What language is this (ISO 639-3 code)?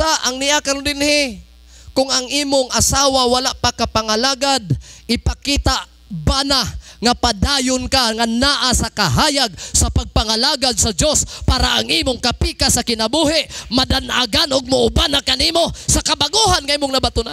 ceb